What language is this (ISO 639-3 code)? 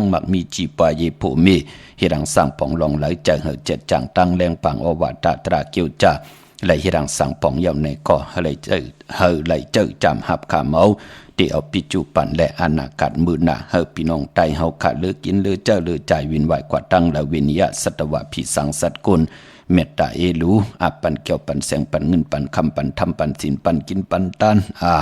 shn